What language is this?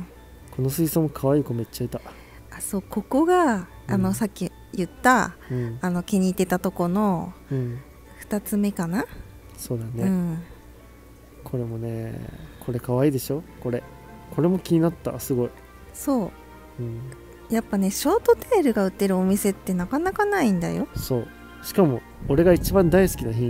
Japanese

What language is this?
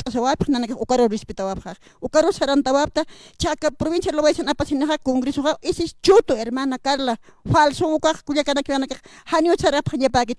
Aymara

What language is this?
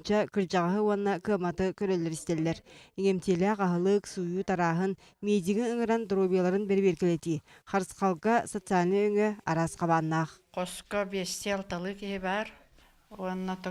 Yakut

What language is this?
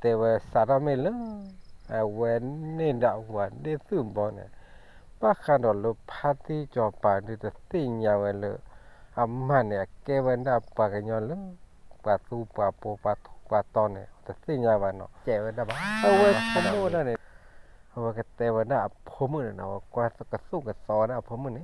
S'gaw Karen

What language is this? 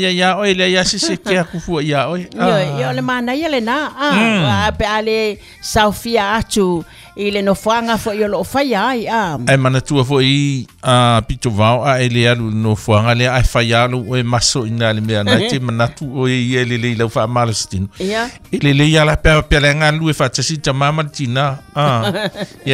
Samoan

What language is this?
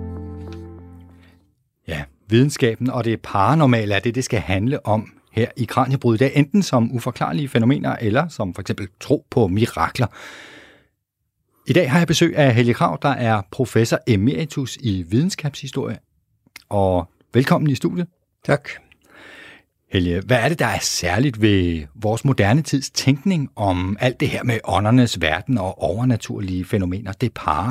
Danish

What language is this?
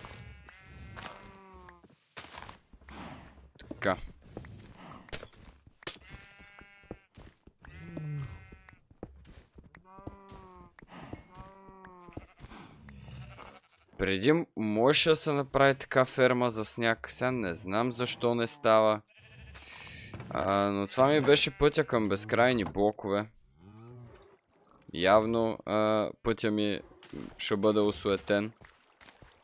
Bulgarian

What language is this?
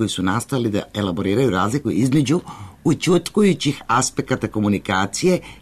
Serbian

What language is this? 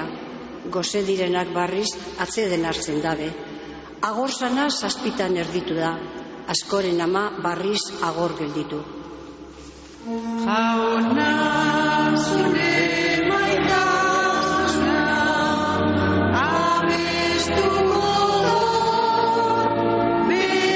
Basque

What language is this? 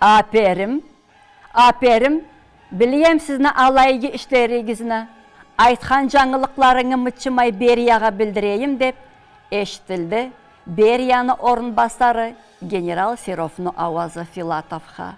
Karachay-Balkar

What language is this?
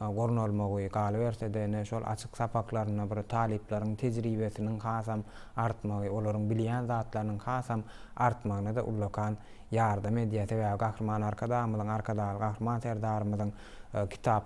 Turkmen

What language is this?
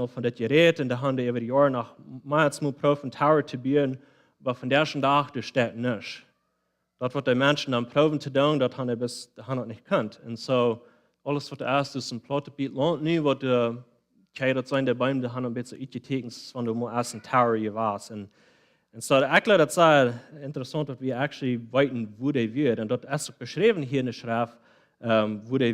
Plautdietsch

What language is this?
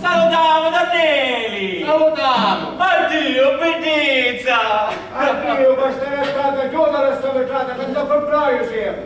Sicilian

